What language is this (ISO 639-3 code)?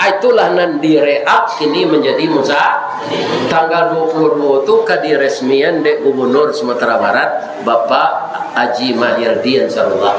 min